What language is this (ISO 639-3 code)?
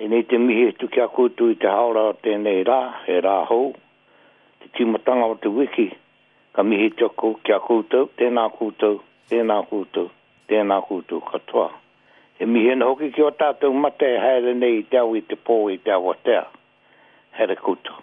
mri